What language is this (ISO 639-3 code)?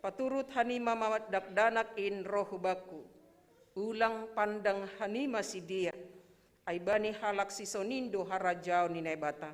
bts